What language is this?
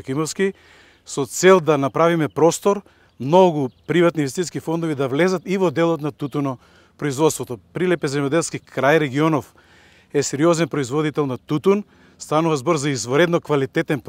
Macedonian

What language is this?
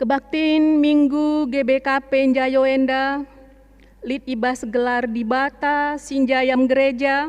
Batak Karo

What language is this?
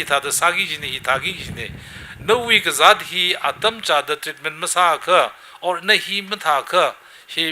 Tangkhul Naga (India)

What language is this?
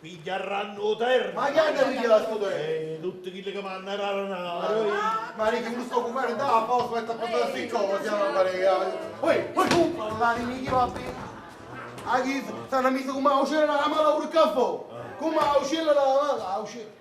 Neapolitan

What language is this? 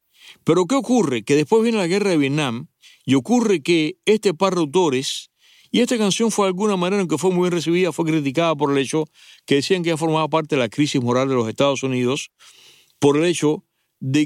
Spanish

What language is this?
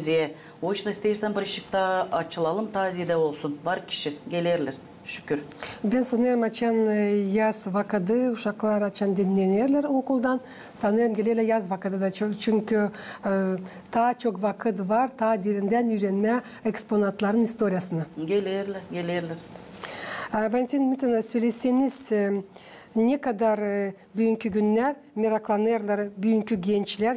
Gagauz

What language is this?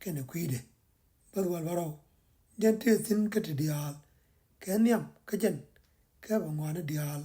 Nuer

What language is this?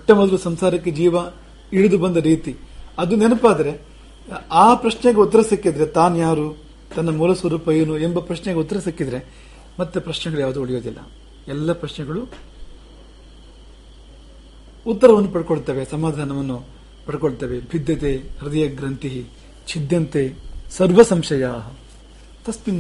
Kannada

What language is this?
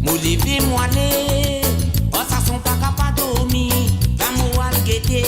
Morisyen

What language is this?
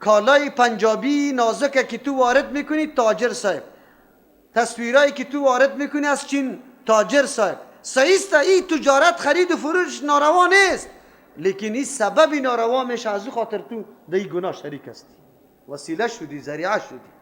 Persian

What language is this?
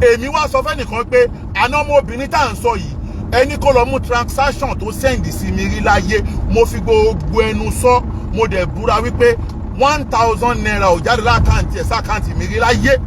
Yoruba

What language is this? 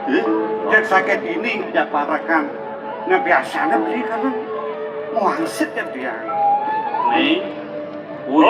Balinese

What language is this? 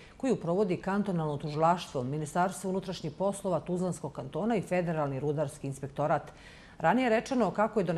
Bosnian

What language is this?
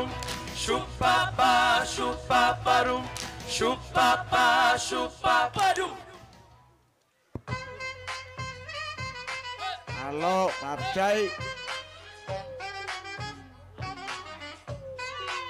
Samoan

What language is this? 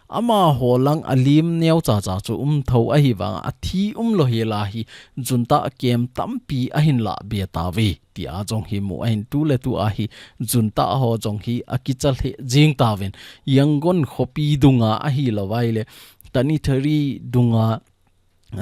Thado Chin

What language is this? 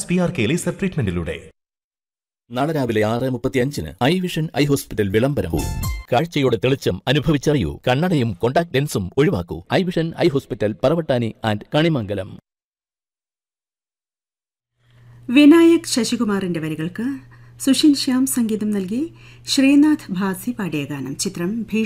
Malayalam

